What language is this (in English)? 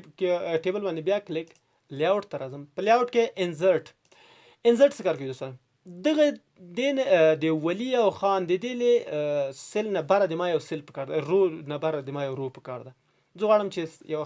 Pashto